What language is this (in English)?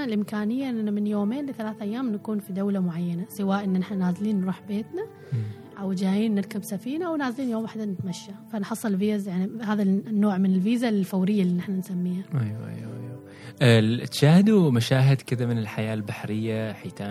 Gulf Arabic